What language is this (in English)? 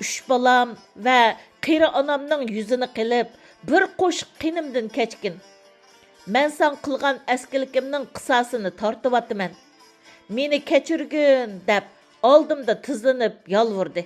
Uyghur